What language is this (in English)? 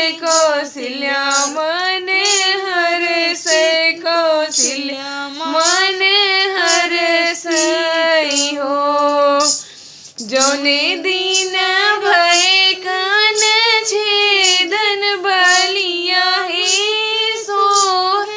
Bhojpuri